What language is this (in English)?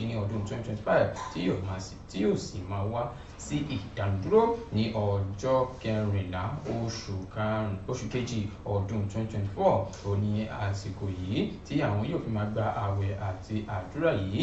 Yoruba